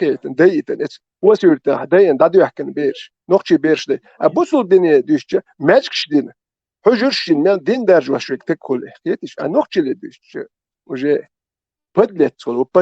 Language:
Chechen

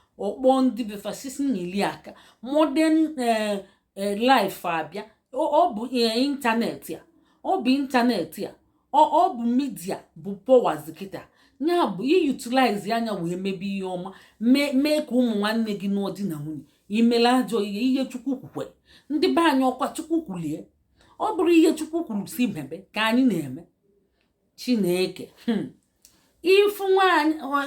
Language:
Igbo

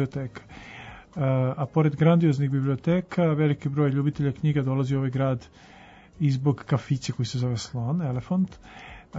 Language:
Serbian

